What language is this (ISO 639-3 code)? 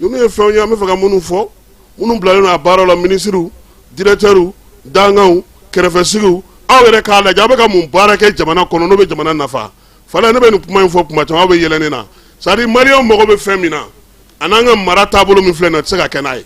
bam